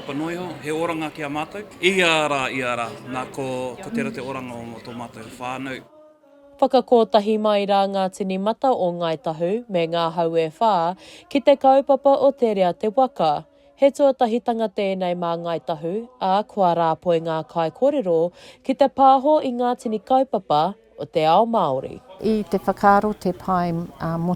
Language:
Māori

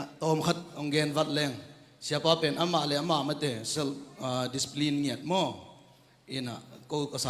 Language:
Tedim Chin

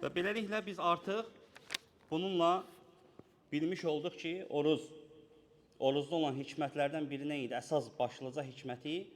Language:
Azerbaijani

